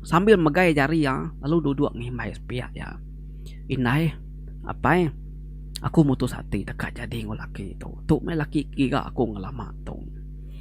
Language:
Iban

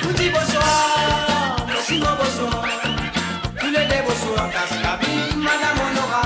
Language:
Morisyen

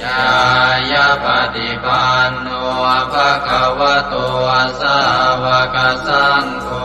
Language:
Pali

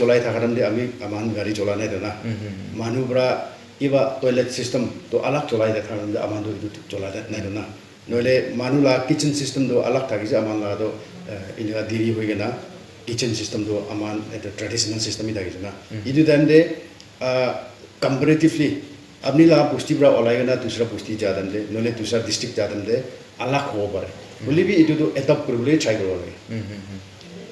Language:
Naga Pidgin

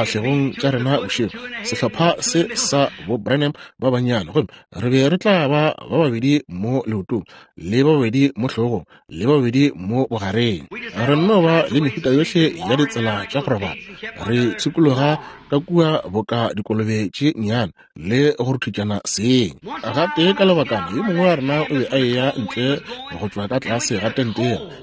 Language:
Northern Sotho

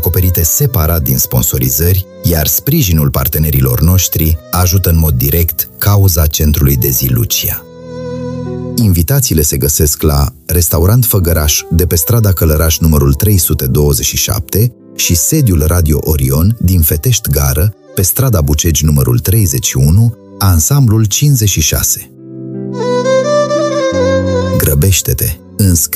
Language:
Romanian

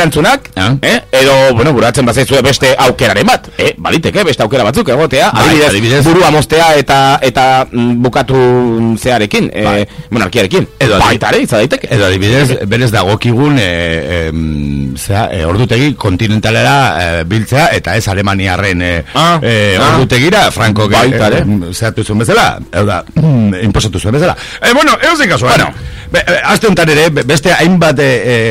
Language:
Basque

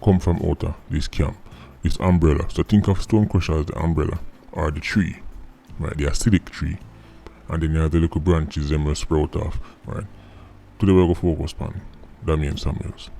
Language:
Jamaican Creole English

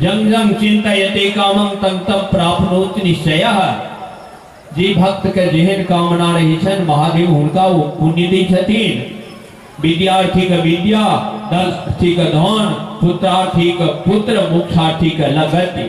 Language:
Maithili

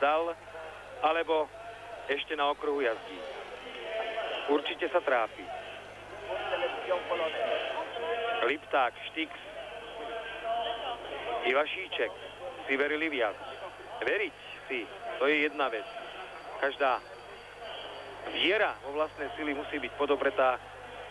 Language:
Slovak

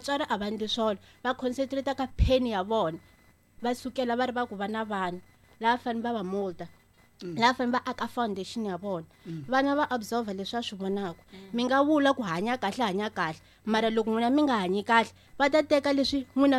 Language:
Tsonga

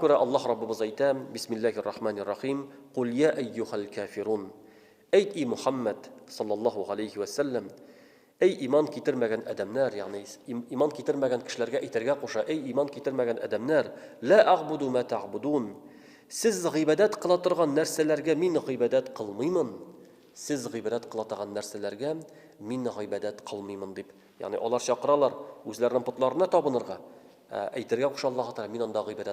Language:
Tatar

